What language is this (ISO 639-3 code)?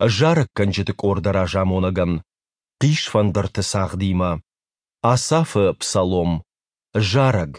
oss